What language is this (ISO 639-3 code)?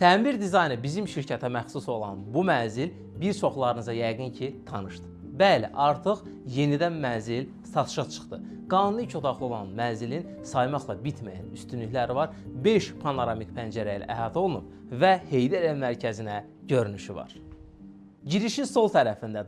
aze